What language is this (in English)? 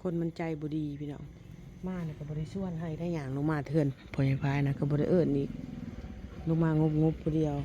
Northeastern Thai